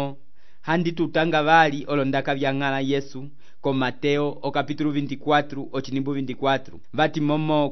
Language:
Umbundu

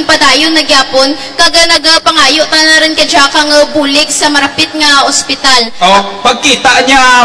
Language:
Kinaray-a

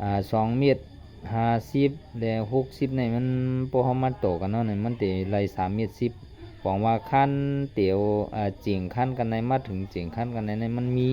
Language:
Shan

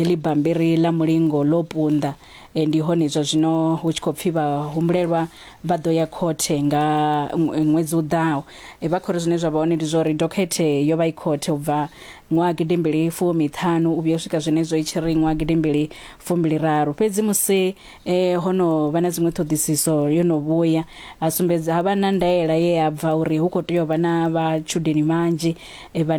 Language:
Venda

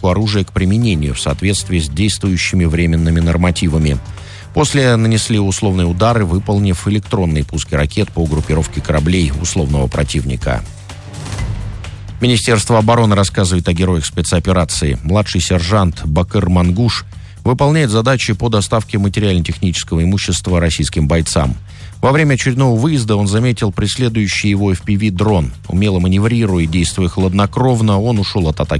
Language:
Russian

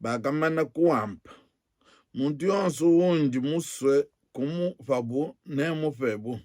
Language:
Luba-Lulua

